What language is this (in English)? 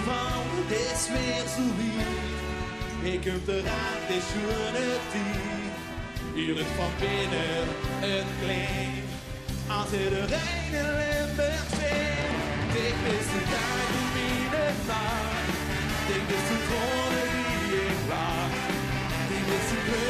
Limburgish